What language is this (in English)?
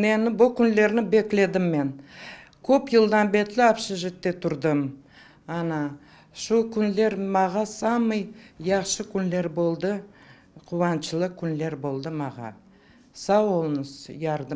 Crimean Tatar